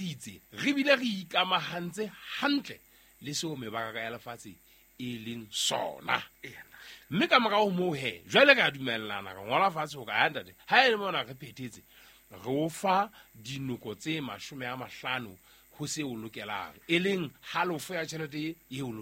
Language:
Southern Sotho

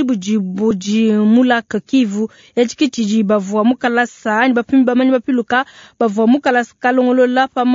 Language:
Luba-Lulua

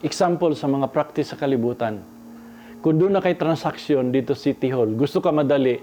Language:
Cebuano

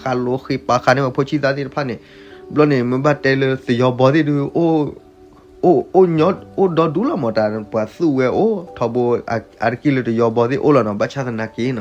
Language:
S'gaw Karen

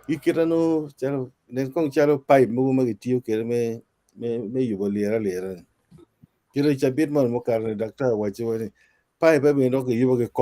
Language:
Acoli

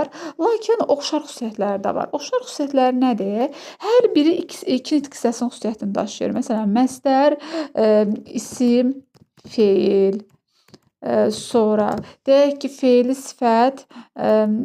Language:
Azerbaijani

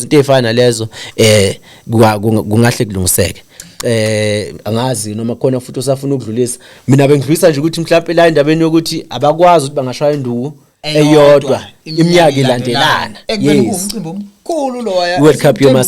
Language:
Zulu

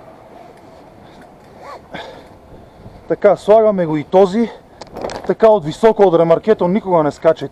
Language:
Bulgarian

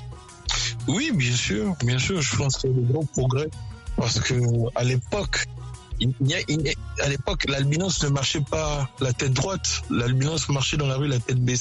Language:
French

